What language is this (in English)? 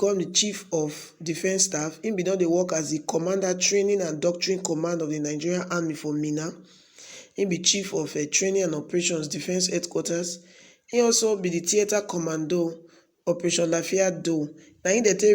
Nigerian Pidgin